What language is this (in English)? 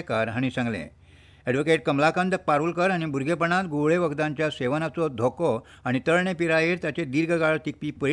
Konkani